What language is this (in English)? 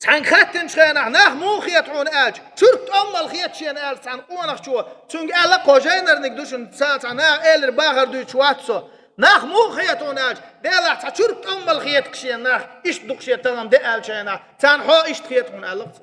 Chechen